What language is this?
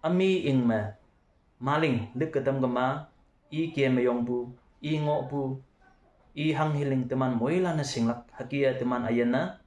Konyak Naga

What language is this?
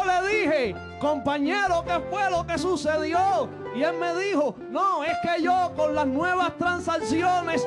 Spanish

